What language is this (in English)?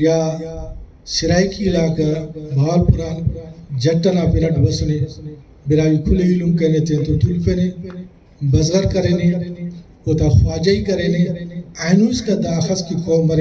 Brahui